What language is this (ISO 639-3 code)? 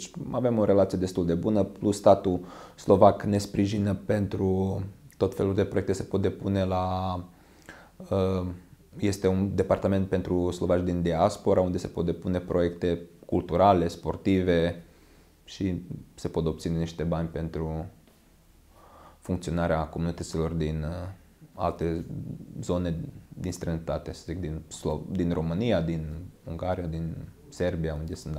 ron